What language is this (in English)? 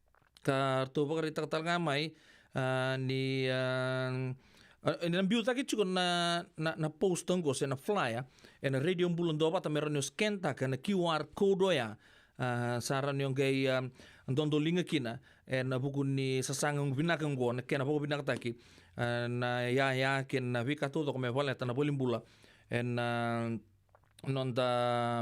Fijian